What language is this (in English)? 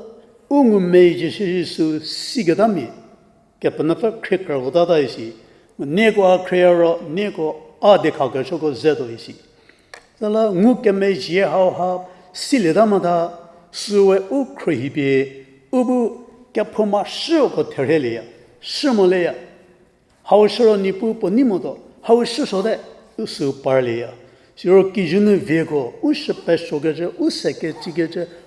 Angami Naga